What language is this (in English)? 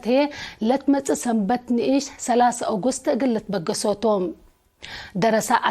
Tigre